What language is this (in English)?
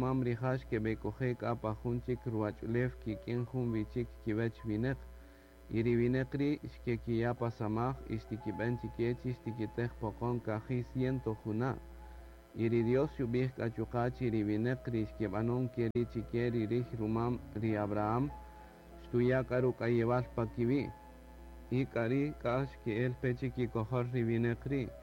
Kaqchikel